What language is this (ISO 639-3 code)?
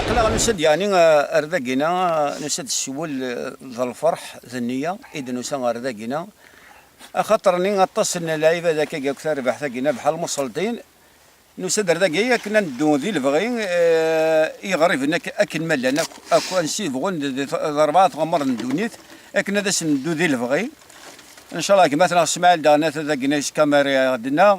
kab